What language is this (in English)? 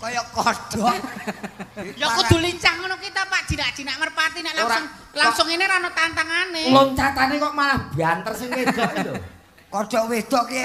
Javanese